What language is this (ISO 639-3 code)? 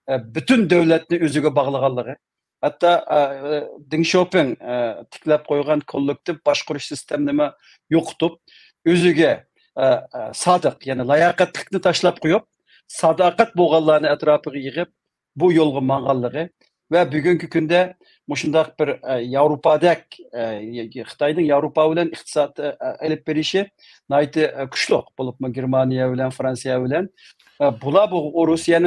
uig